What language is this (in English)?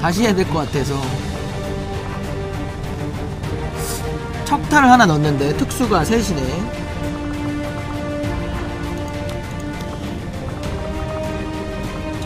Korean